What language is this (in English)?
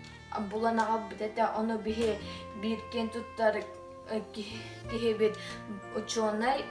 Yakut